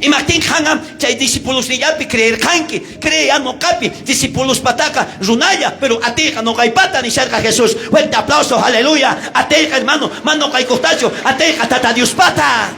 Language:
South Bolivian Quechua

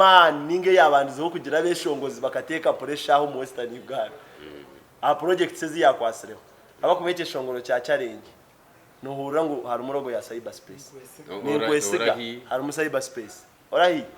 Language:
Nyankole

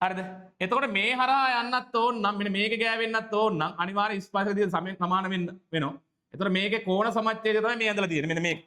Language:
Sinhala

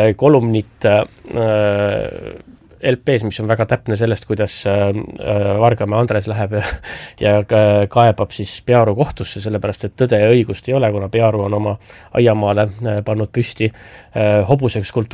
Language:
Estonian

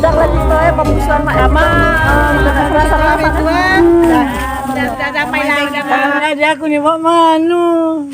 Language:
Musi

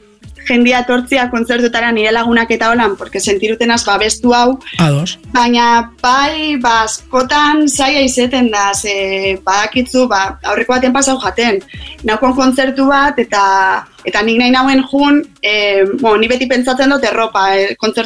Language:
Basque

